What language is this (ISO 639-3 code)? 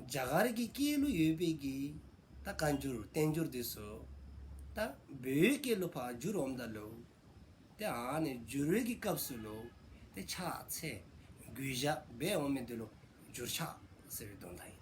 dzo